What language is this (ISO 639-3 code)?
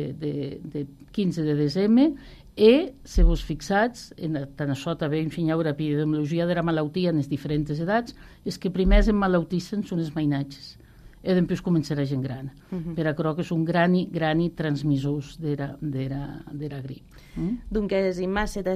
cat